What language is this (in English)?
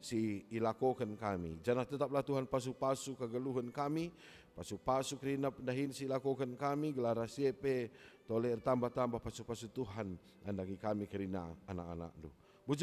Batak Karo